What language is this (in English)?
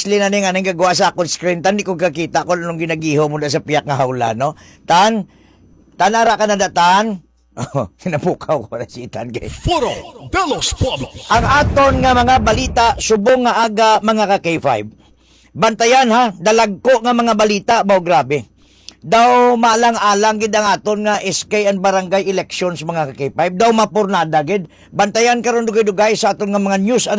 Hiligaynon